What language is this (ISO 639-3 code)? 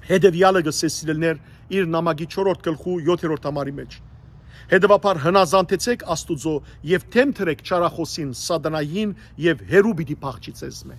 hyw